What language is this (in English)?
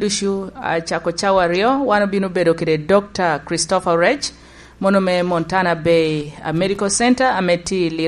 Lango (Uganda)